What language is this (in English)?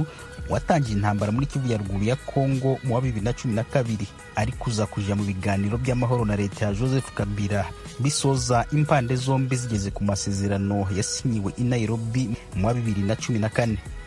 Kinyarwanda